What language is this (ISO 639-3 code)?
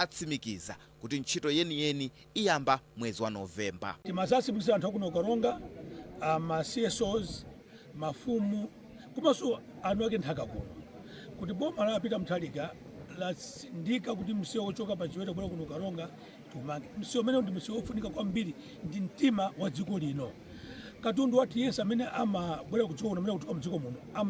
nya